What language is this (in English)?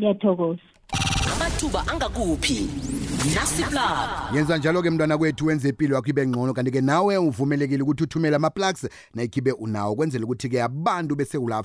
South Ndebele